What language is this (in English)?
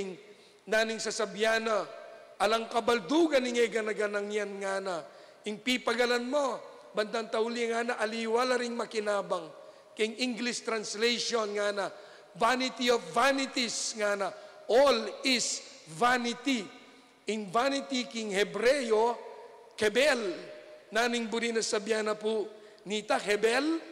Pampanga